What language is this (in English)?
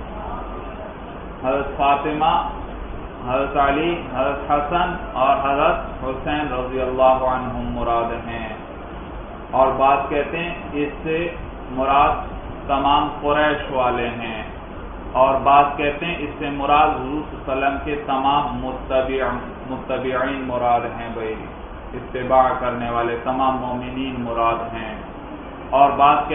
Urdu